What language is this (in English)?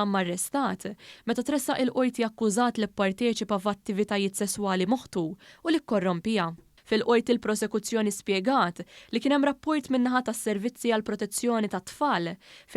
Maltese